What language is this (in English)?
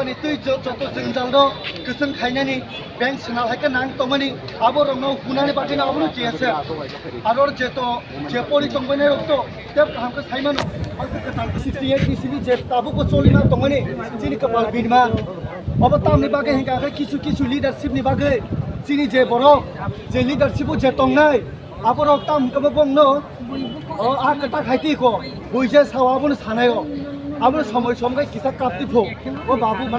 Kok Borok